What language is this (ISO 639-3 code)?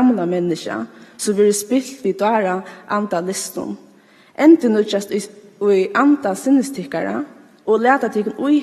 fao